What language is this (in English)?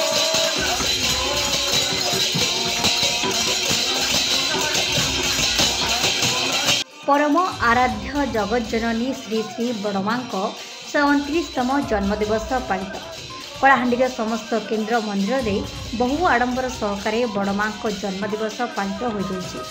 Odia